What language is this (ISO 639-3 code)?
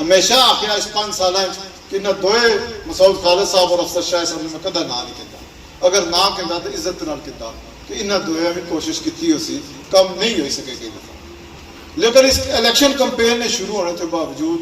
phr